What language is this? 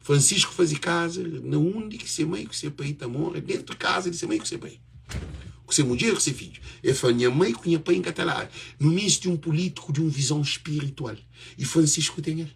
Kabuverdianu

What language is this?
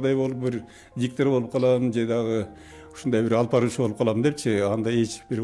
Kyrgyz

